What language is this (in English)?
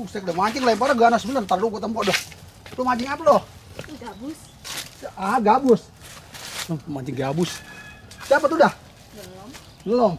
Betawi